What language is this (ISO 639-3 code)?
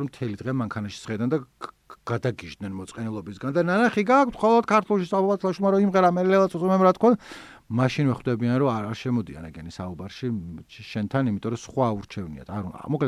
kat